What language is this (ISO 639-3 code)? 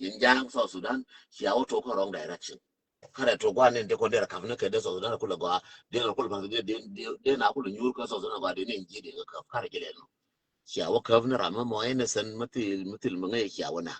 nus